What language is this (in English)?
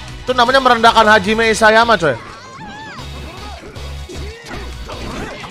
Indonesian